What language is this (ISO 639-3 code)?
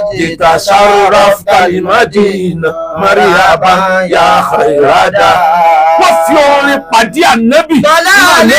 yor